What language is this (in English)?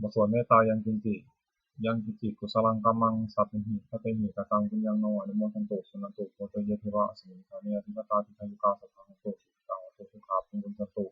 Pali